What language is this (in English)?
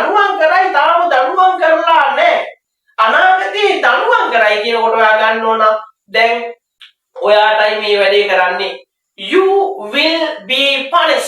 Sinhala